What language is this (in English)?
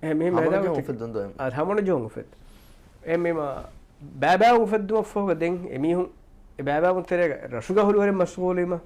Divehi